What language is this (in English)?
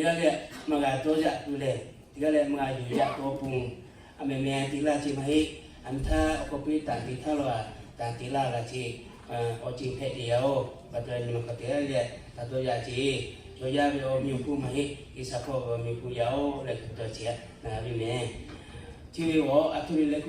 Lahu